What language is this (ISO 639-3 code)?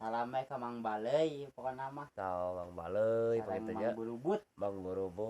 sun